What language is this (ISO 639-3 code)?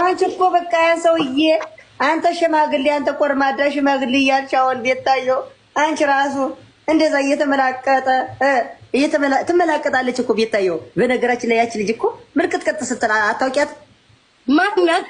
amh